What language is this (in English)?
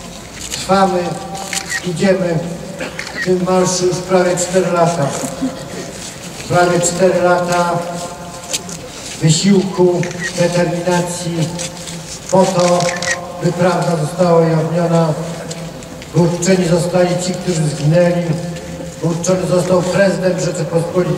Polish